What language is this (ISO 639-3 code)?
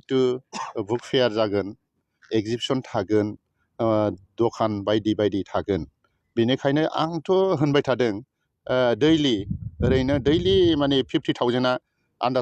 brx